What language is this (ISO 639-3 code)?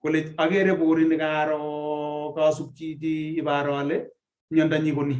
kln